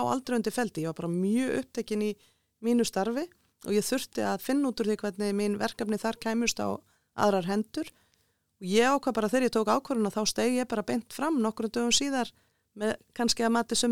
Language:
Icelandic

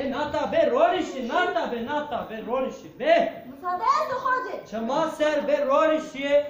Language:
Zaza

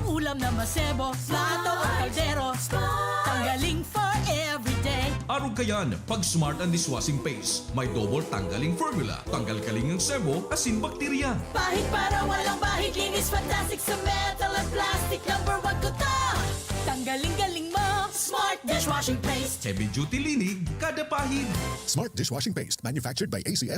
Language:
Bikol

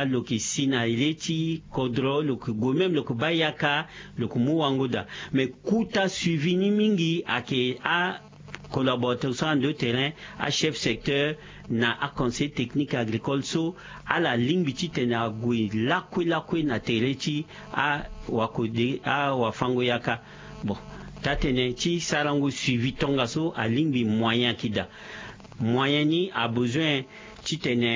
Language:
Sango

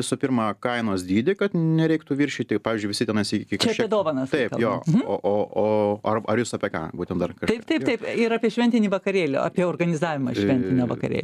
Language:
Lithuanian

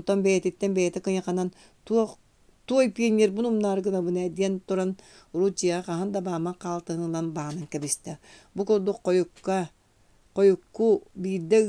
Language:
Yakut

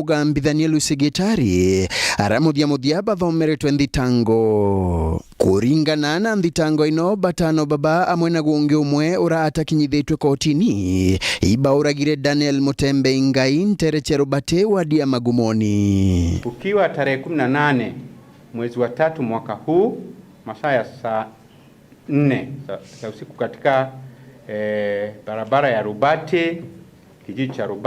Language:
Meru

